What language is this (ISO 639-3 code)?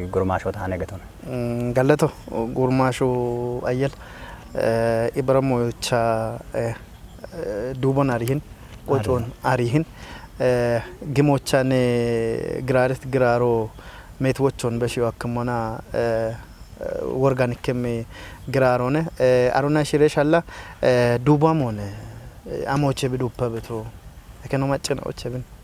kbr